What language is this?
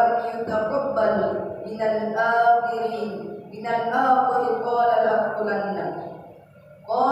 Buginese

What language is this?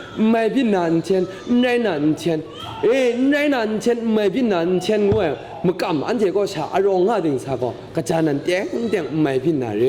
Kachin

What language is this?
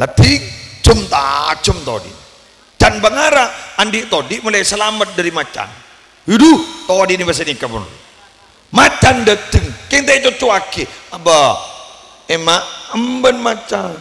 Madurese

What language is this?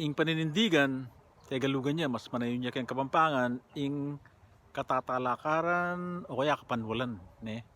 Pampanga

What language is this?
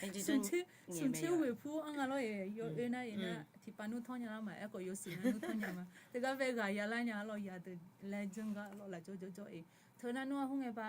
Akha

